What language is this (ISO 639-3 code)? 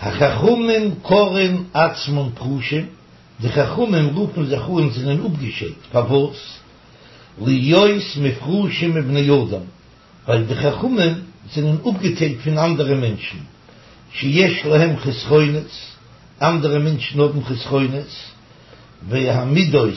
yid